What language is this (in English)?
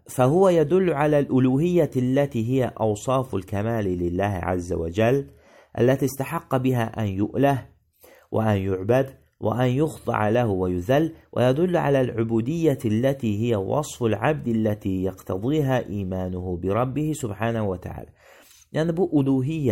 Azerbaijani